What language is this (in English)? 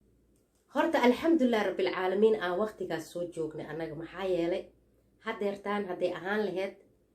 Somali